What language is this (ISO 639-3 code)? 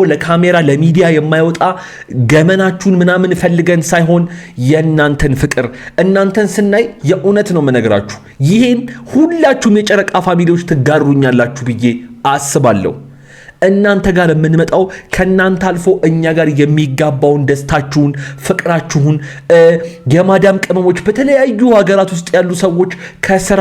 amh